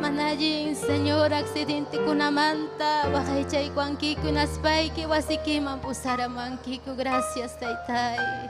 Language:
Ayacucho Quechua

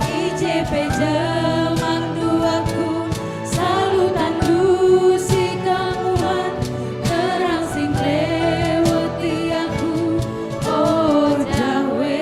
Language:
Batak Karo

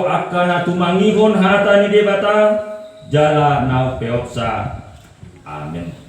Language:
Batak Toba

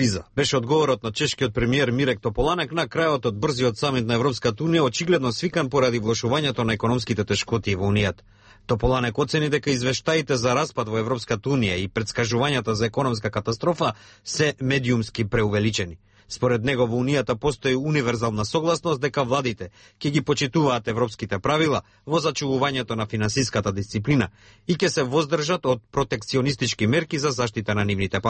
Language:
Macedonian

